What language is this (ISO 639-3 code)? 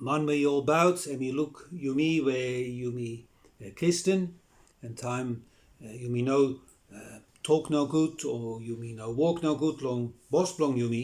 bis